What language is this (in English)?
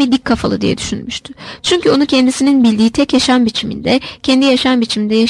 Turkish